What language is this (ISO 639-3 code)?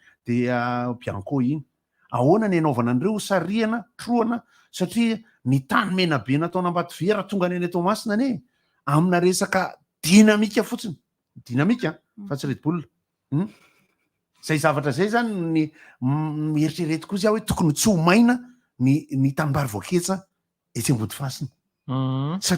mlg